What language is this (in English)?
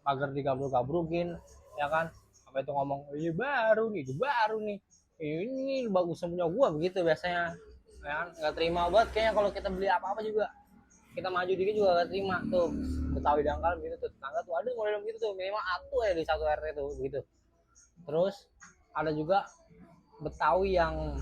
Betawi